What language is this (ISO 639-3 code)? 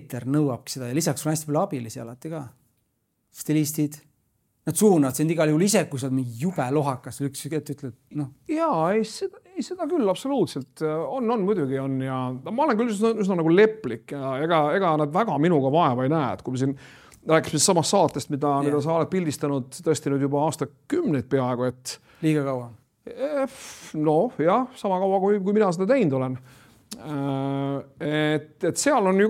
est